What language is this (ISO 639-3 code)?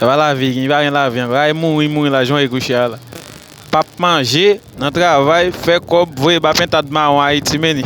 hat